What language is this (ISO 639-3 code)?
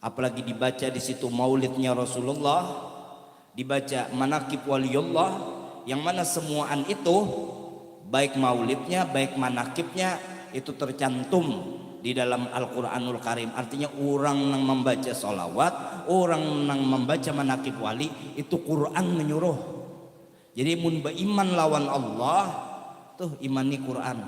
bjn